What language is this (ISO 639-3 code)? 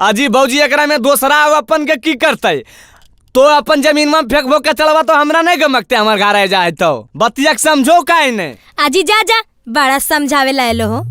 mag